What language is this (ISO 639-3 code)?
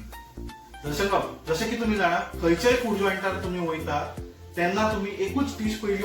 kok